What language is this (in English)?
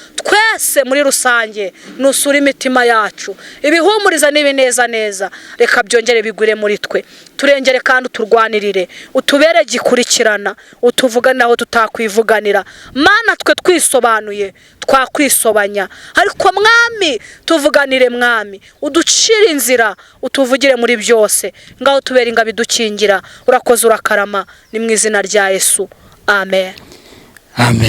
Kinyarwanda